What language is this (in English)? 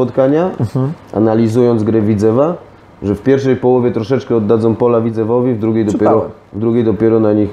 Polish